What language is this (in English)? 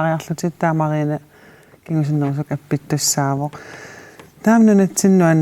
Kalaallisut